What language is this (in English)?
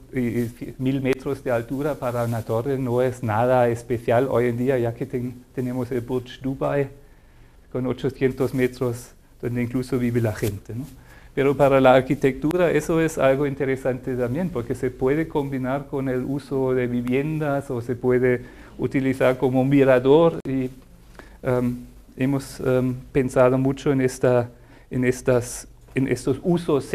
Spanish